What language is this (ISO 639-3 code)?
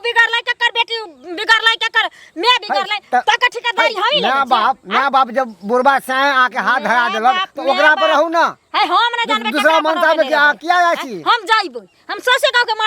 mai